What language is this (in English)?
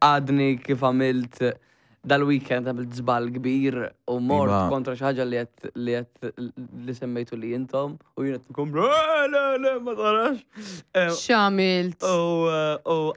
Maltese